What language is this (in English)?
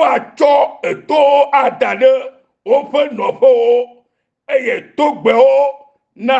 Ewe